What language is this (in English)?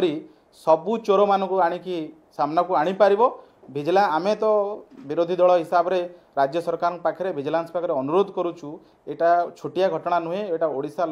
Odia